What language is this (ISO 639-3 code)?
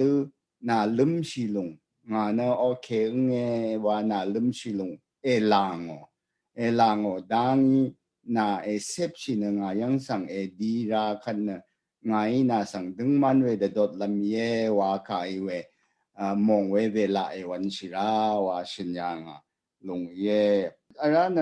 raw